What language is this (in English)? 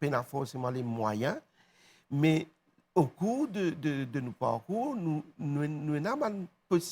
Morisyen